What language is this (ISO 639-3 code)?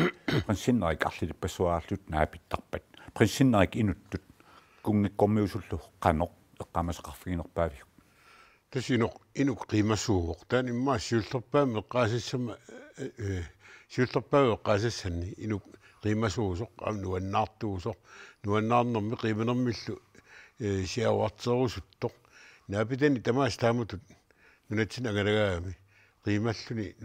kal